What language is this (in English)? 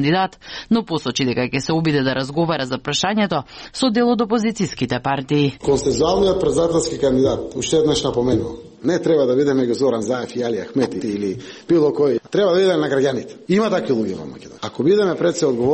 Macedonian